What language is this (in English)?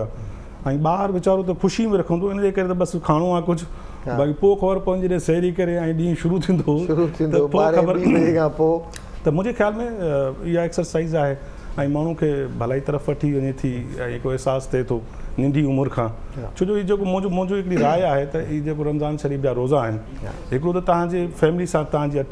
Sindhi